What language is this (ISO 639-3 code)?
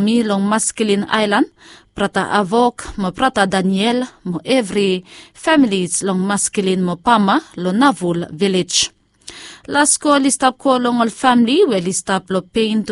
bis